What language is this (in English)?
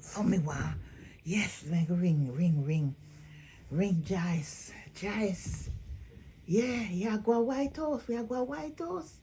Jamaican Creole English